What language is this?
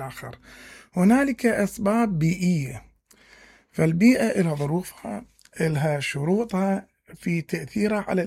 Mesopotamian Arabic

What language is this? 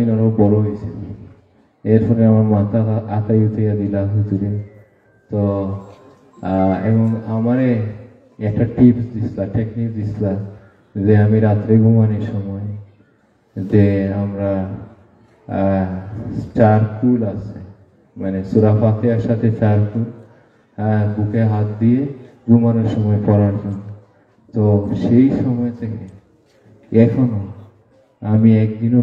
Sylheti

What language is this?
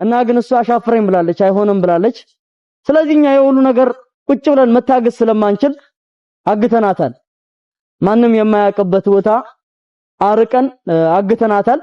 Amharic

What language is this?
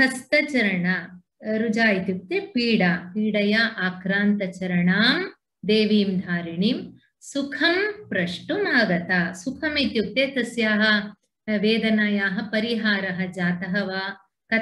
Sanskrit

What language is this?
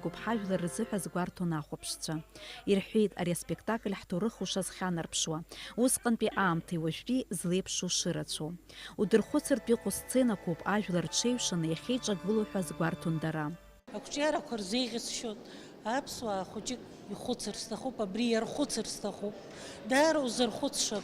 Abkhazian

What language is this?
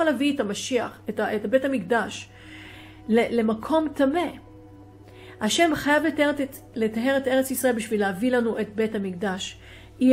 Hebrew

